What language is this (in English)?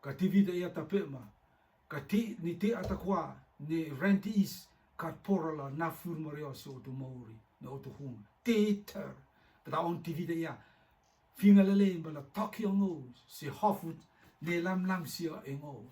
Rotuman